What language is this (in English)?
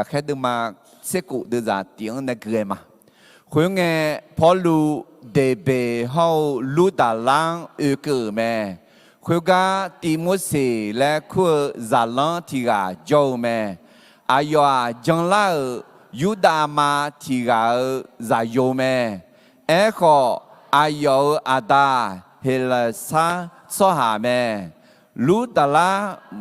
Akha